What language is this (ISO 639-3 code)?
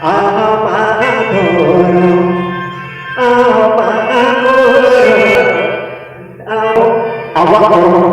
sat